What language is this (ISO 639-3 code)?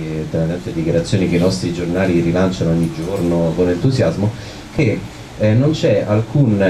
ita